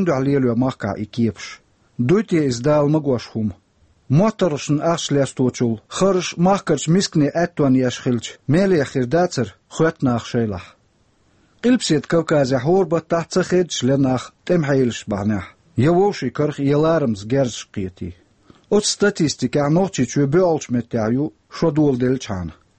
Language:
Chechen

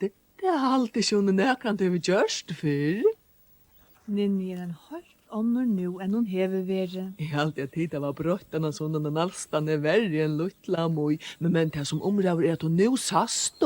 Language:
Faroese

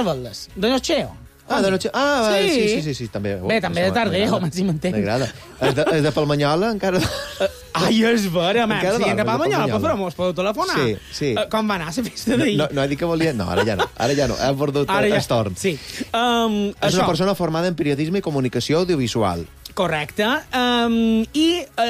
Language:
Catalan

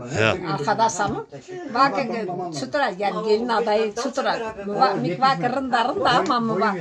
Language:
Zaza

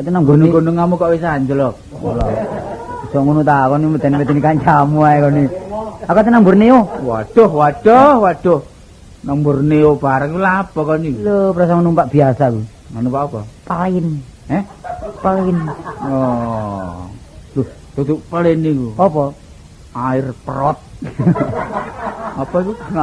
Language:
Javanese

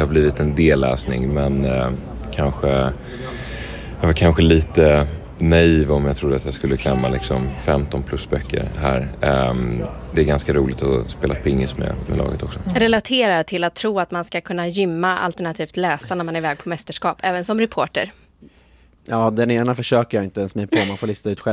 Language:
Swedish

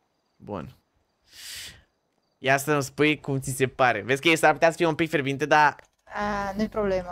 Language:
Romanian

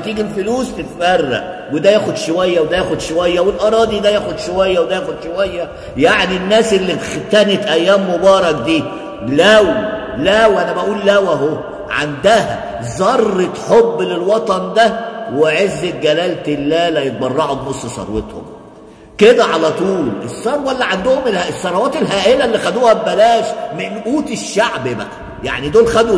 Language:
Egyptian Arabic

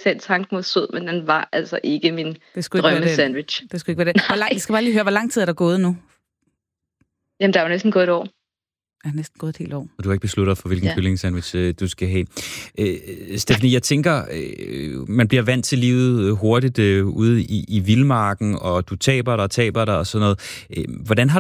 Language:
Danish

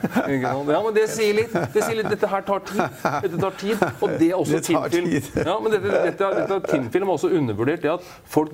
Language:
Norwegian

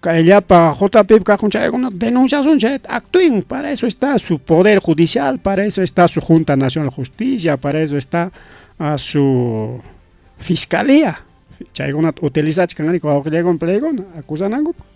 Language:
Ayacucho Quechua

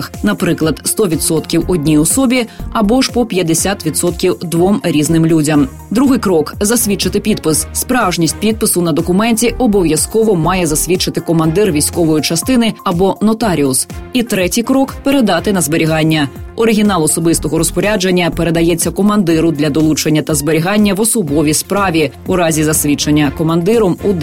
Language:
Ukrainian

